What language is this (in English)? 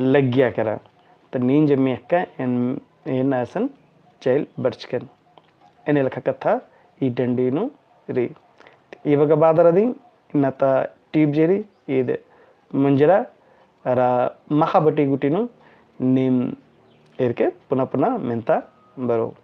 Kurukh